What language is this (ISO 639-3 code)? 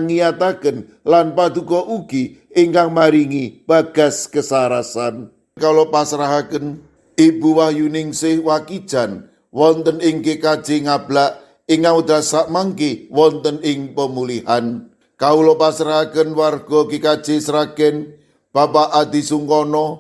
jav